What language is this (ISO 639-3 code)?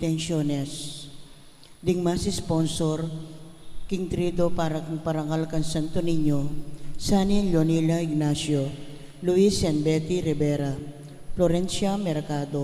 pam